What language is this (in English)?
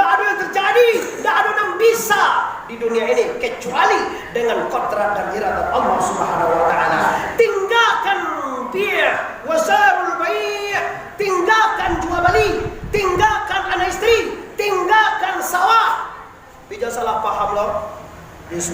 Minangkabau